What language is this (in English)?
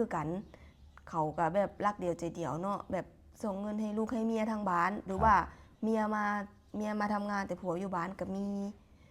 Lao